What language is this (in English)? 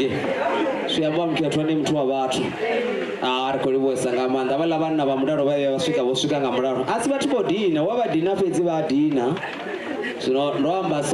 Venda